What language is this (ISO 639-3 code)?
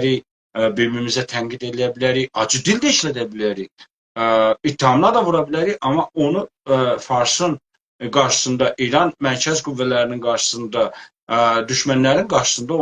azb